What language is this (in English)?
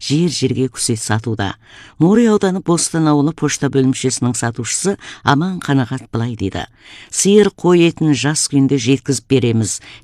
Kazakh